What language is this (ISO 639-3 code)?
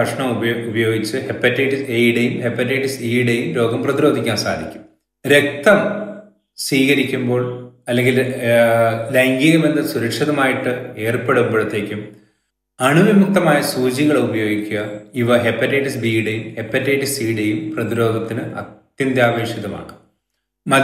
mal